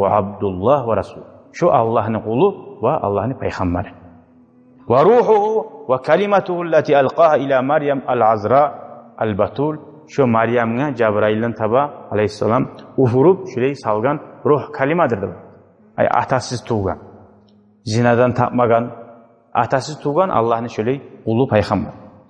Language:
Kumyk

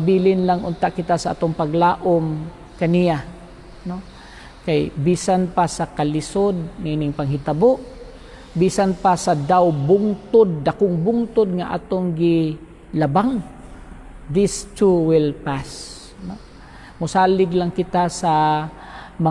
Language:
Cebuano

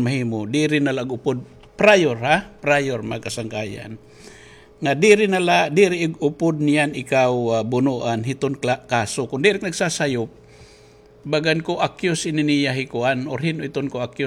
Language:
Waray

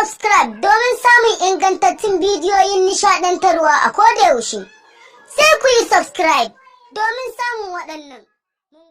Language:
Hausa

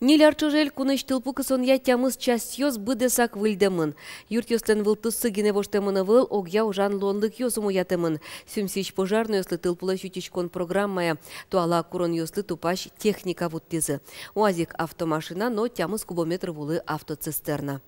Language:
Udmurt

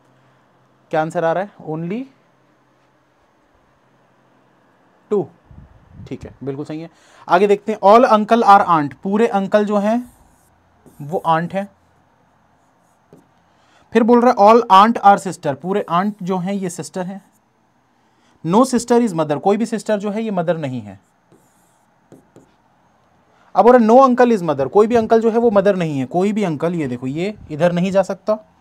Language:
Hindi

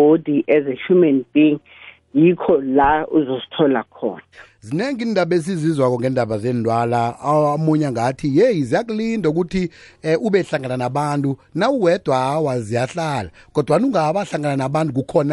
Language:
South Ndebele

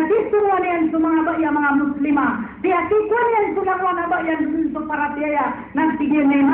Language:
Maranao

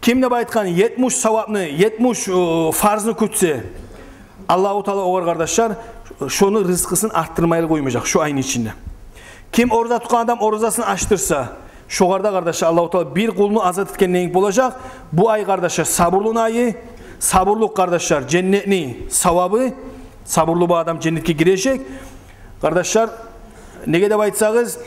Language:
Kumyk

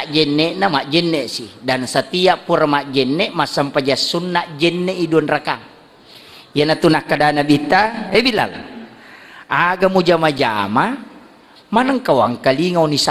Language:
Buginese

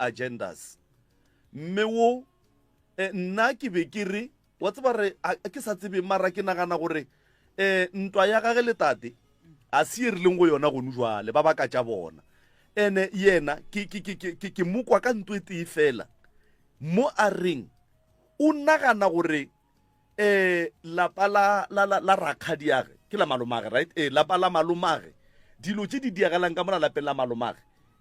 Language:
Northern Sotho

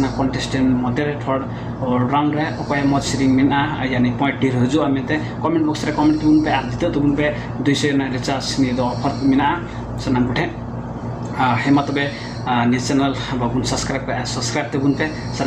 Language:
Santali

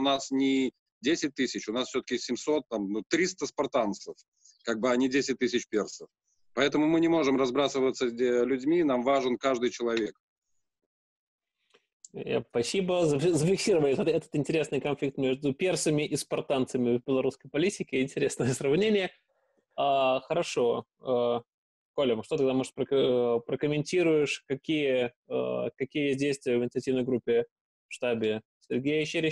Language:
Russian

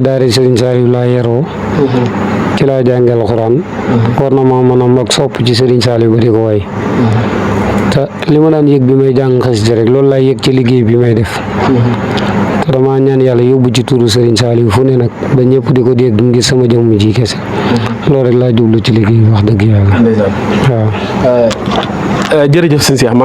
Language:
Wolof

